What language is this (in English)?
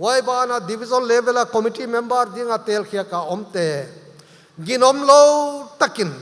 Paite Chin